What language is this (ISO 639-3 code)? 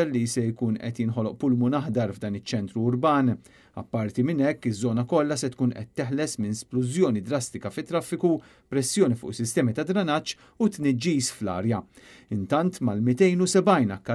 mlt